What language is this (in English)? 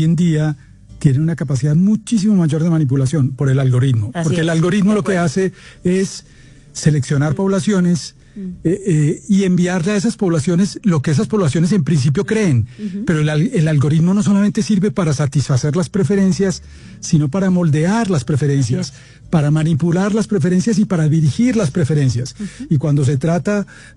Spanish